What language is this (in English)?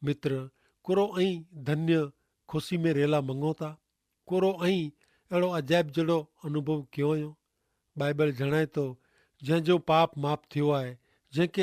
Kachhi